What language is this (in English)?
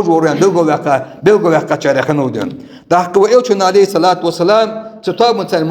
Ingush